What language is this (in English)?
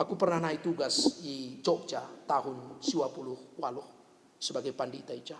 Batak Karo